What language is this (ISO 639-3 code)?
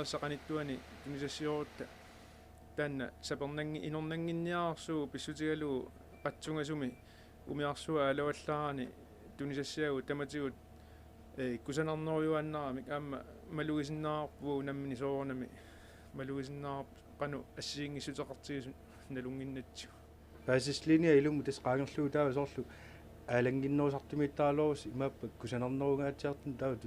kal